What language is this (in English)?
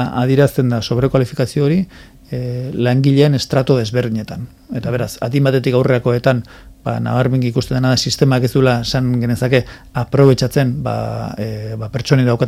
Basque